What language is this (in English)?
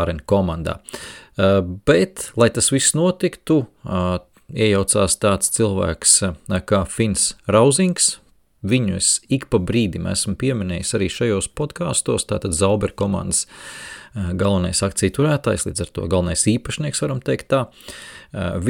Latvian